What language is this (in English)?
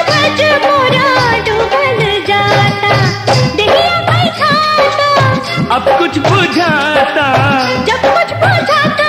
Bhojpuri